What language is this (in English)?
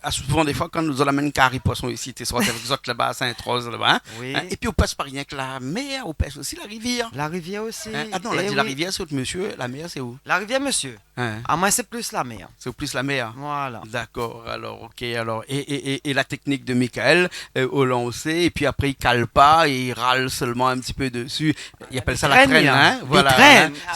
Réunion Creole French